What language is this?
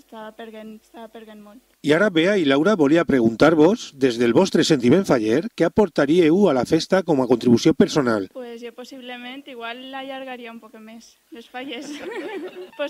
Catalan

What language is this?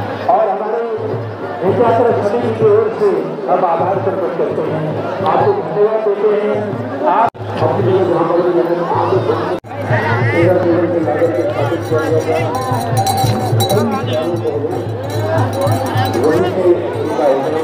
Hindi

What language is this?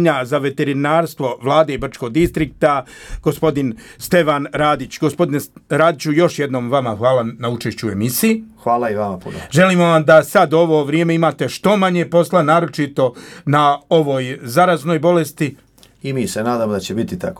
Croatian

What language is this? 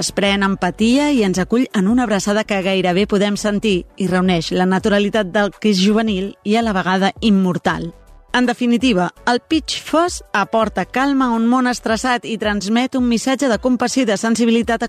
Catalan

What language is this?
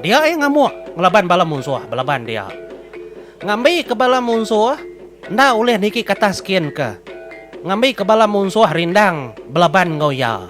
Iban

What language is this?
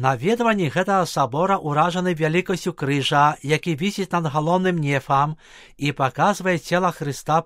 Belarusian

